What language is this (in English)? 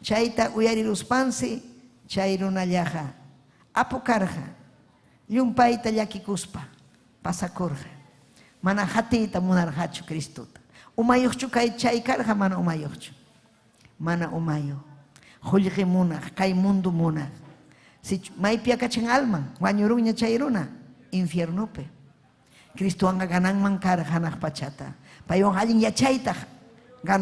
Ayacucho Quechua